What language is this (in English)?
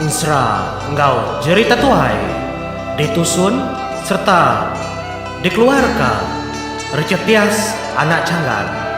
Iban